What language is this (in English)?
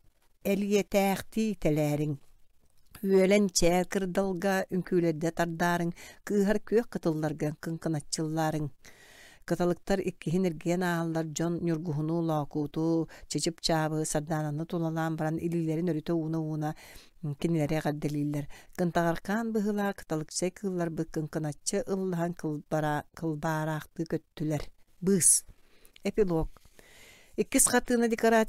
Yakut